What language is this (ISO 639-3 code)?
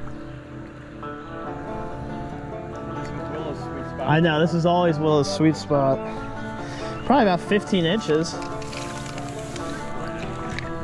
eng